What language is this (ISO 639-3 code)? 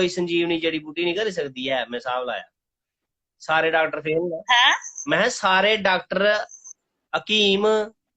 doi